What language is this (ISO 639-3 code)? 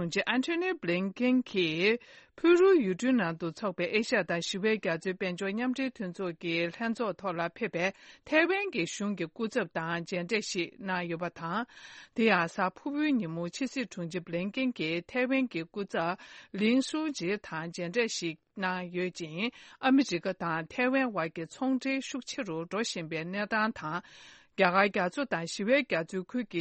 bod